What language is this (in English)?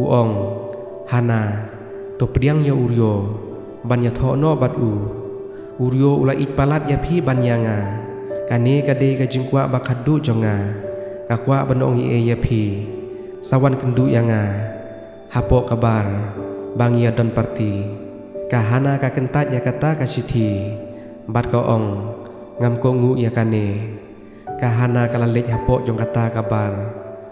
Khasi